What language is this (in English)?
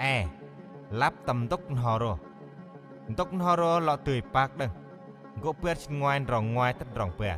Central Mnong